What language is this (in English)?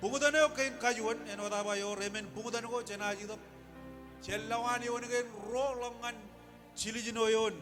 Marshallese